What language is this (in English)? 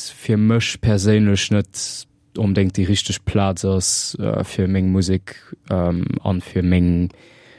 Luxembourgish